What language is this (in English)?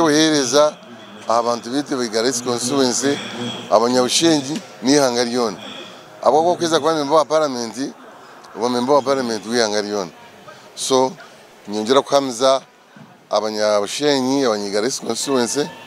Nyankole